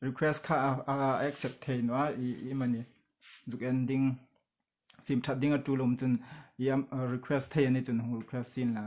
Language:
Hmar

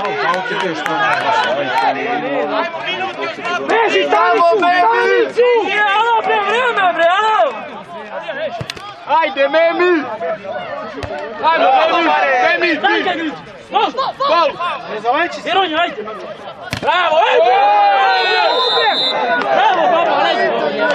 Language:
Serbian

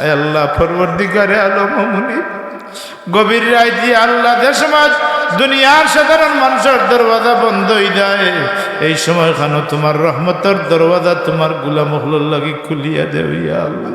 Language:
Sylheti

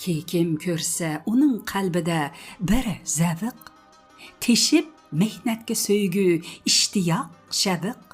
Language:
Uyghur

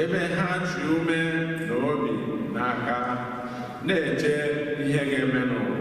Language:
Igbo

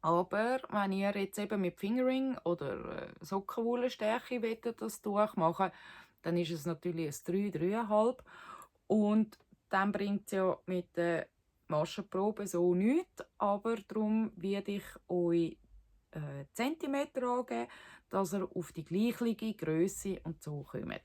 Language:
Swiss German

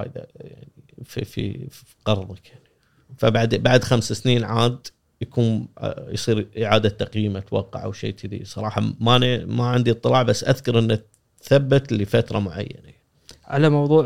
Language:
Gulf Arabic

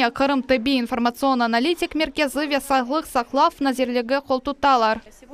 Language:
Crimean Tatar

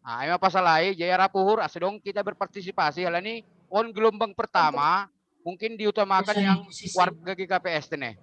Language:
Batak Simalungun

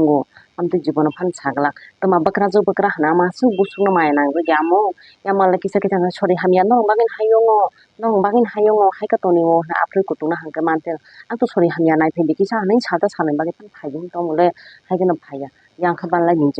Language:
Kok Borok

